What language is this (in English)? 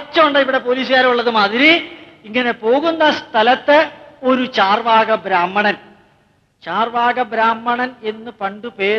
Malayalam